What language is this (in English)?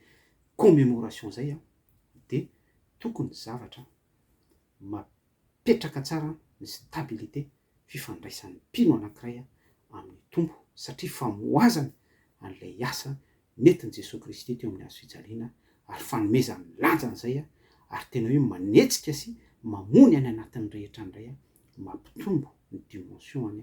Malagasy